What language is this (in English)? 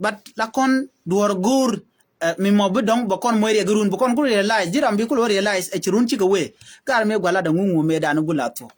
Nuer